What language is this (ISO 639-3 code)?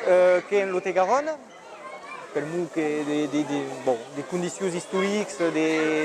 oci